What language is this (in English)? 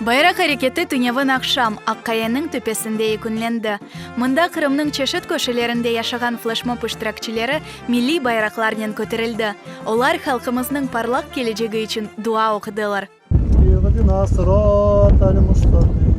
Crimean Tatar